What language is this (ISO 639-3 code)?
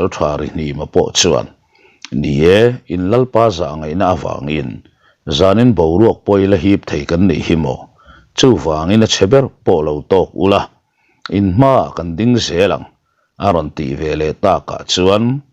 lus